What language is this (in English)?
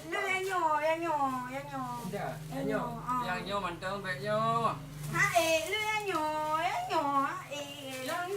Achinese